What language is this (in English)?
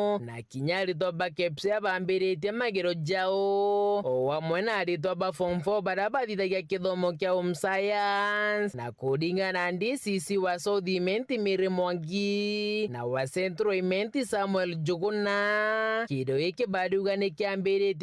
Meru